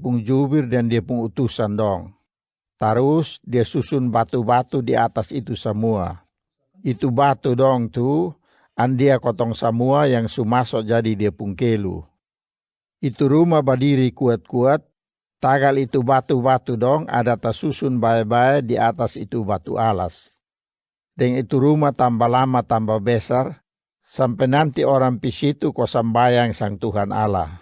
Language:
Kupang Malay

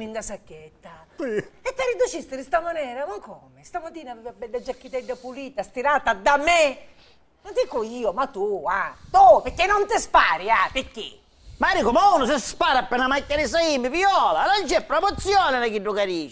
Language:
Sicilian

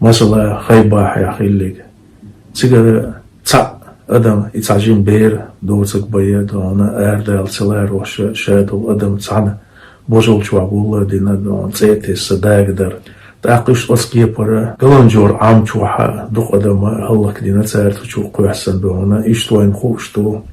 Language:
Chechen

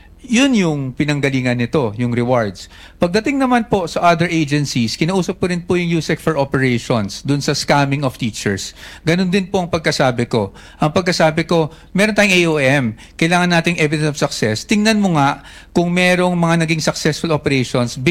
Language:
Filipino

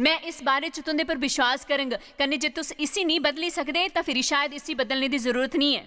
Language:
Dogri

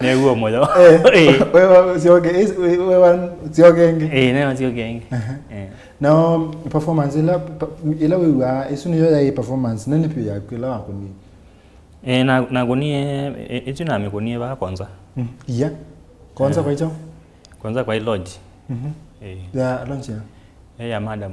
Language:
Kamba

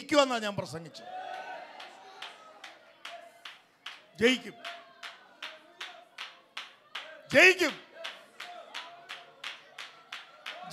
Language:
Malayalam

